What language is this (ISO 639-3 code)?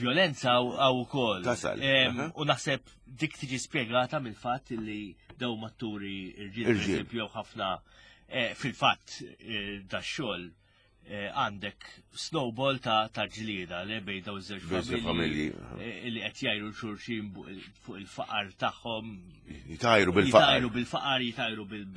mlt